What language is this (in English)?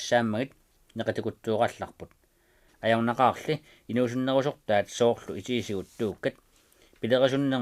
Kalaallisut